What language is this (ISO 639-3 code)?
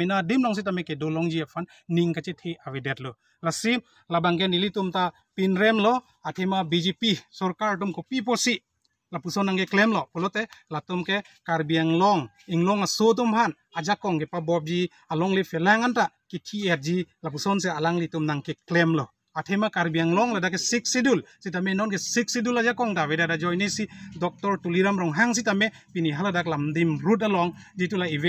mjw